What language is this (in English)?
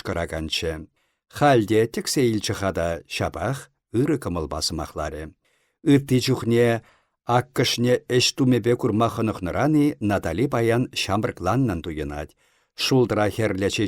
Chuvash